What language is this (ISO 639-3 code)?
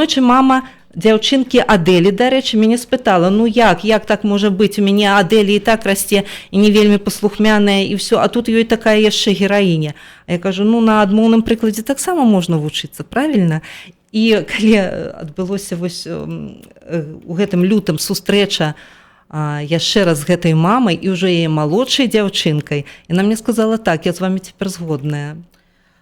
bel